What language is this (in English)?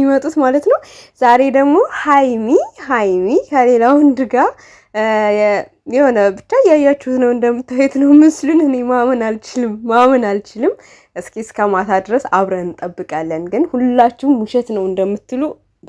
Amharic